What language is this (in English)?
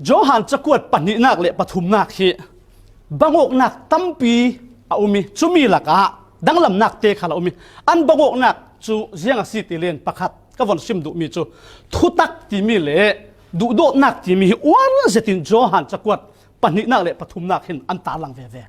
Falam Chin